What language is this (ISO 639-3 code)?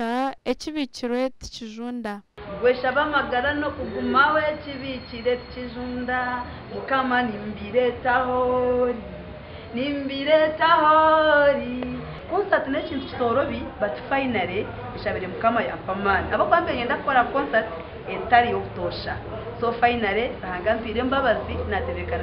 nyn